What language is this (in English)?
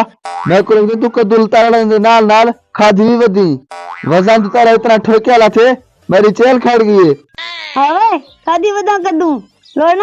Saraiki